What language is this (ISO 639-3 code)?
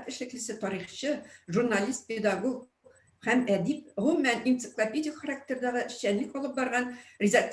tat